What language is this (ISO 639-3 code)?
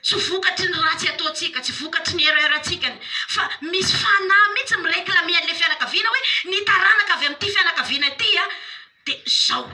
mlg